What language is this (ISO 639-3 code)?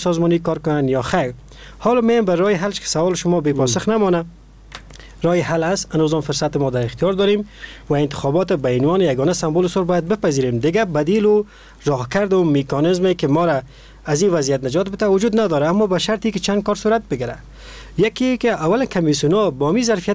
fas